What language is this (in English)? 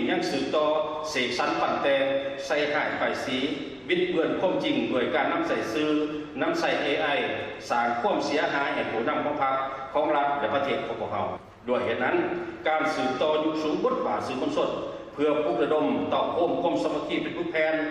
Lao